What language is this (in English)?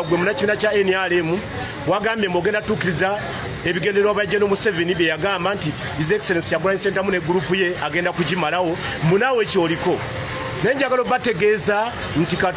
Ganda